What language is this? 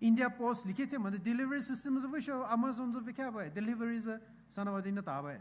Poumei Naga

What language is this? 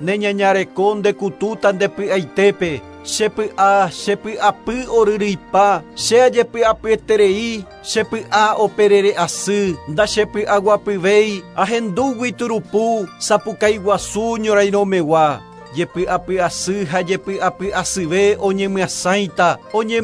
Guarani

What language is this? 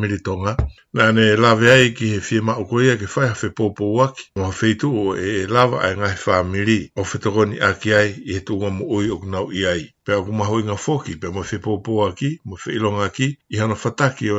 Tongan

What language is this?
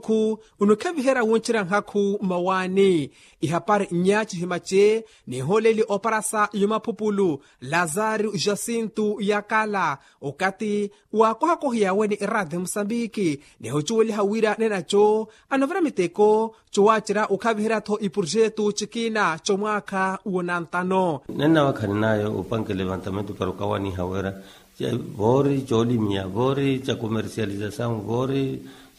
Makhuwa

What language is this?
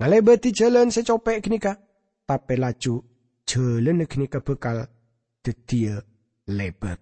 Madurese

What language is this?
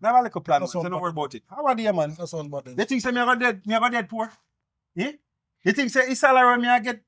Jamaican Creole English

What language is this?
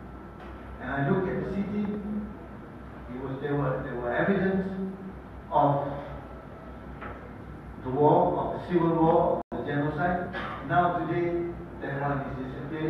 English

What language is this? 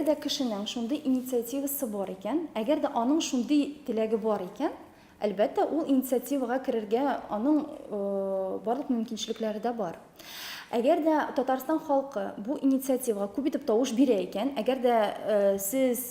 Tatar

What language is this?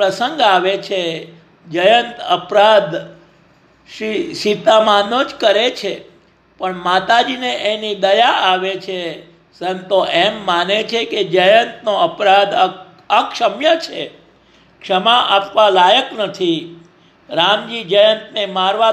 Gujarati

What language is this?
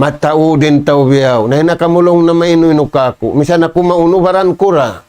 Tausug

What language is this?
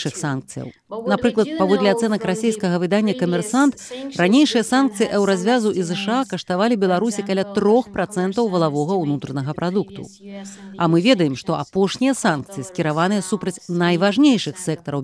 Belarusian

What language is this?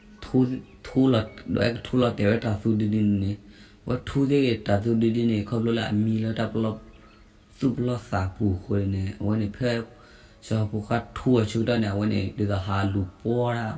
S'gaw Karen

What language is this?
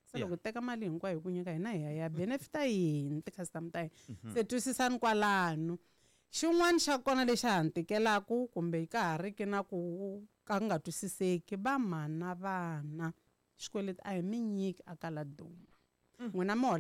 Tsonga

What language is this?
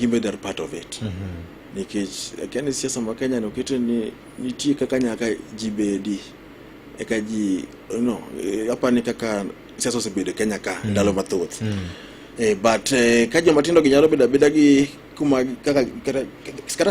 Luo (Kenya and Tanzania)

